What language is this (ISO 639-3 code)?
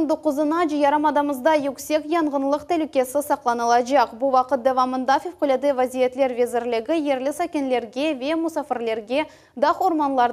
crh